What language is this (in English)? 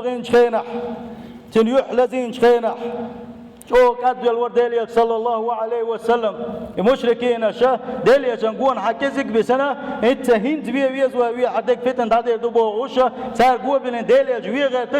Chechen